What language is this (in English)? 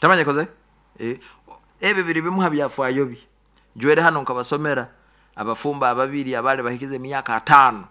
Nyoro